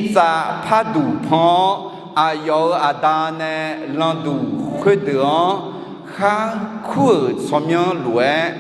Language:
Akha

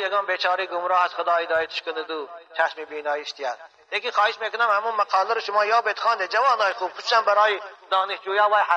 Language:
Tajik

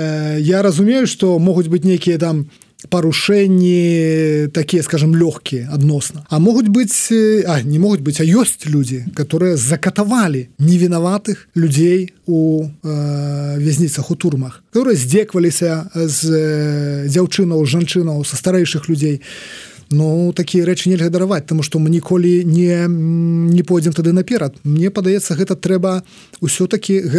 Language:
Belarusian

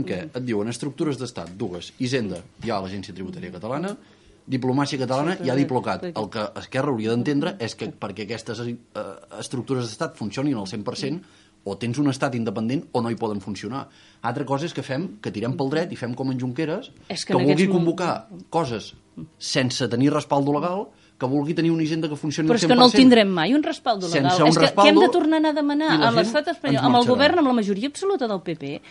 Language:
Catalan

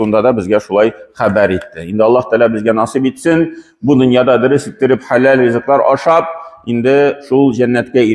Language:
Tatar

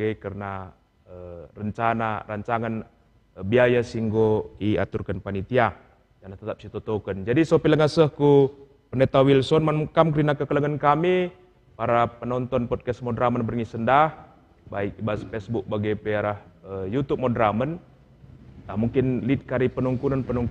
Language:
Batak Karo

